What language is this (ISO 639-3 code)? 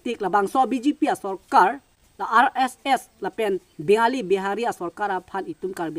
mjw